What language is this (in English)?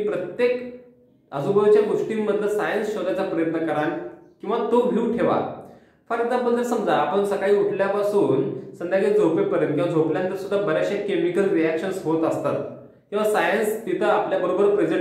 Marathi